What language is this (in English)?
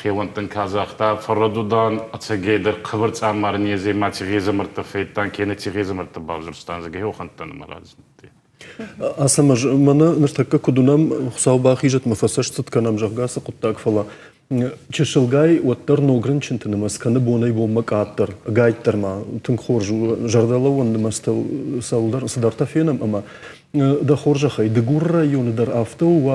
Ossetic